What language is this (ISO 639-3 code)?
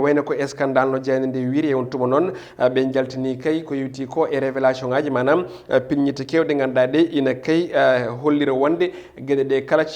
ful